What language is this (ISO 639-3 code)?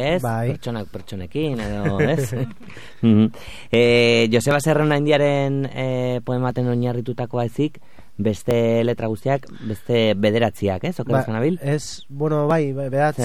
eus